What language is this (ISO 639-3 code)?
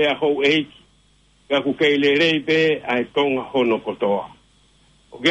ton